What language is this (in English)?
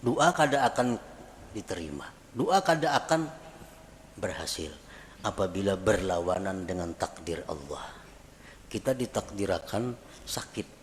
Banjar